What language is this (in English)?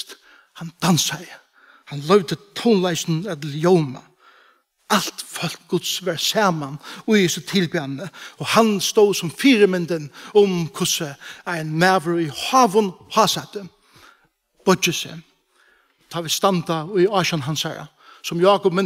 Faroese